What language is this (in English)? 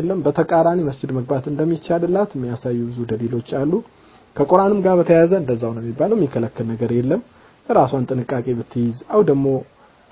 Amharic